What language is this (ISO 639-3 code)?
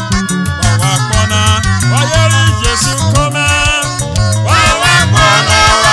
urh